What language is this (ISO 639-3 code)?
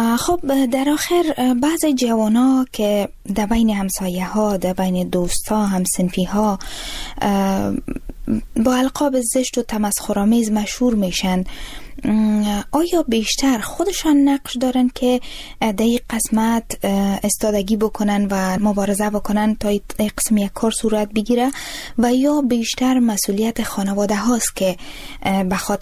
fas